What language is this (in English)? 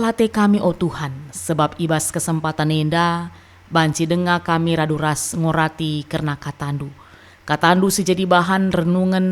Batak Karo